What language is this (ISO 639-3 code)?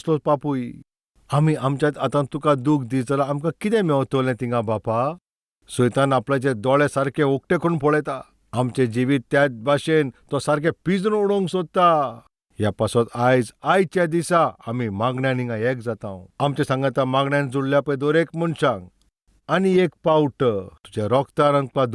kok